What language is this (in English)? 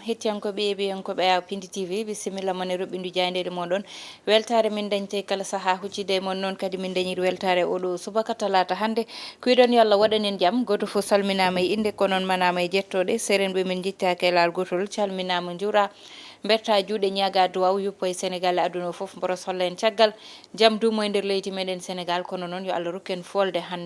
Fula